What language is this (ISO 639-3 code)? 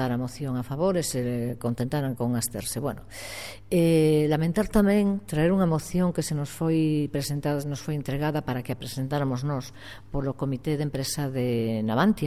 glg